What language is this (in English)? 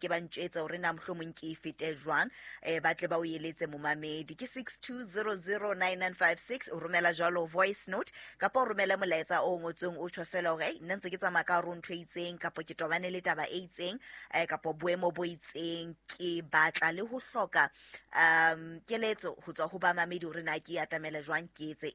Southern Sotho